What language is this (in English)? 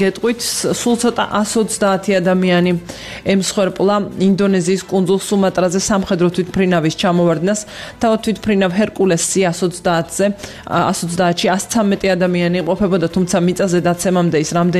Georgian